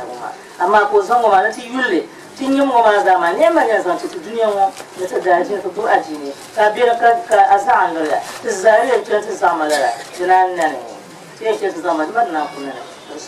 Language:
Dagbani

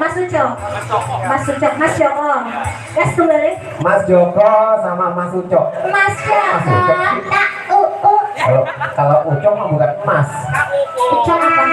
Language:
Betawi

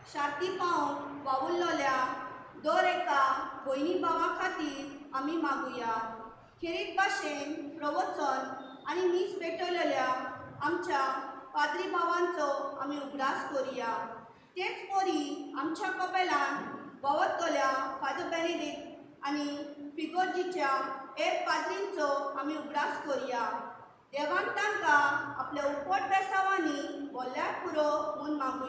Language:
Konkani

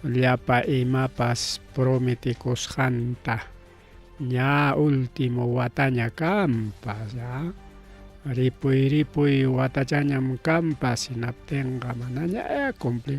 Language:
Ayacucho Quechua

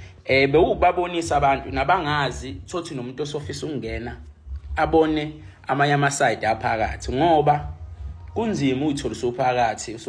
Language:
Zulu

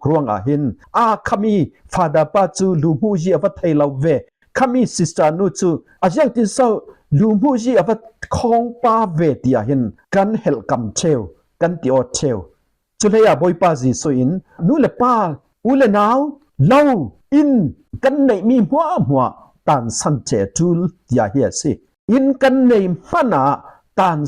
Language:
Falam Chin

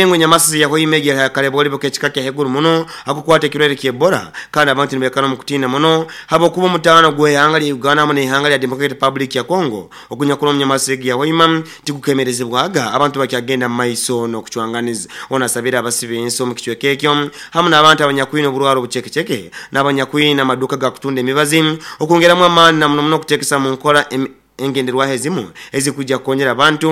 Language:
Nyoro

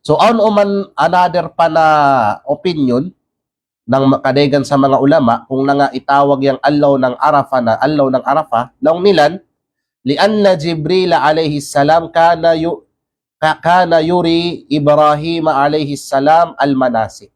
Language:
Kalagan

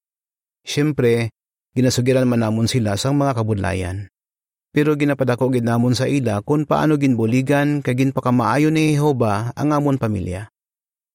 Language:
Hiligaynon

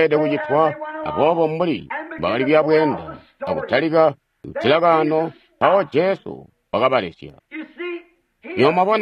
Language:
Tonga (Zambia)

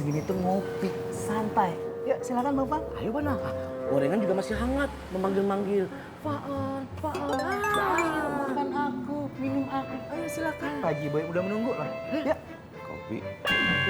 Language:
Betawi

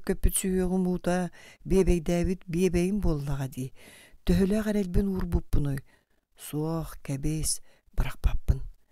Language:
Yakut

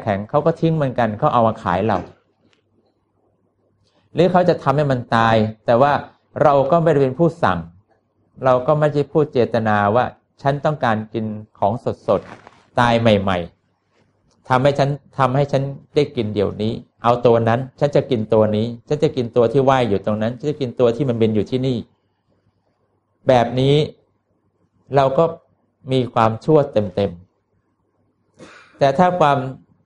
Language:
Thai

